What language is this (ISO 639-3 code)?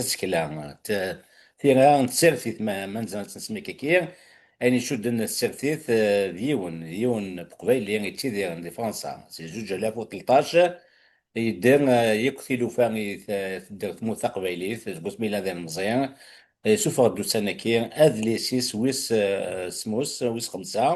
kab